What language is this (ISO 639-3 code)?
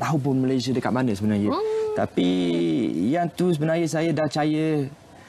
msa